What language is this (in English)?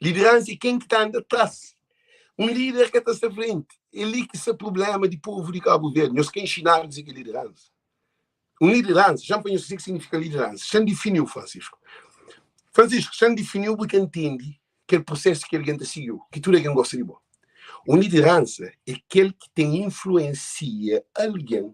Kabuverdianu